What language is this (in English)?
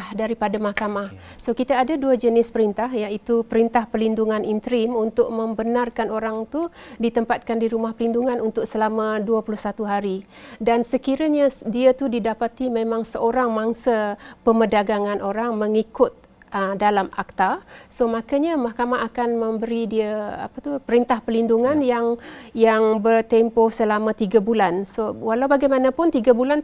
Malay